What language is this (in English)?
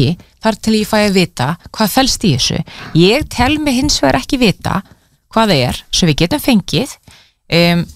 Icelandic